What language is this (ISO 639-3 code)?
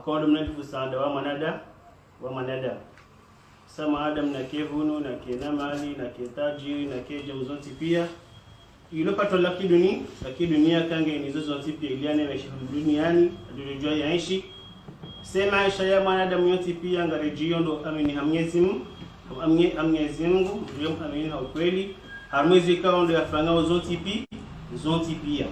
zdj